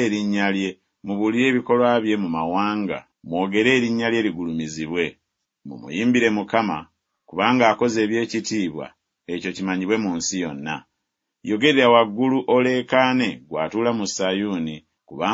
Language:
Ganda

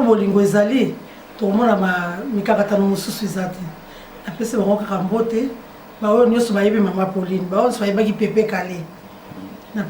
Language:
Lingala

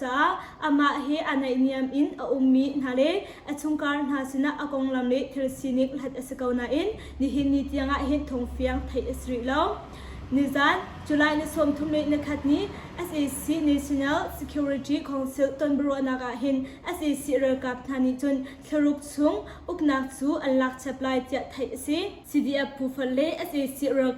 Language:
Hakha Chin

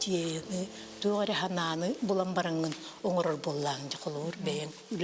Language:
Yakut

